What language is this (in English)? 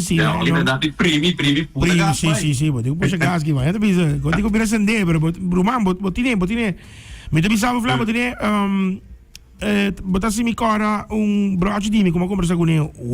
Papiamento